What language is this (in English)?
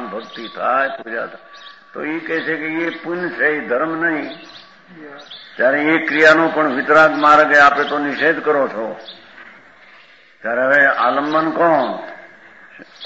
Gujarati